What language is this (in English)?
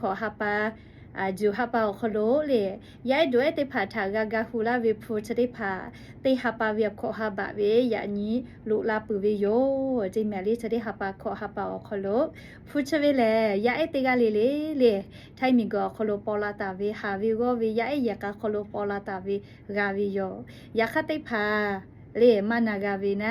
Lahu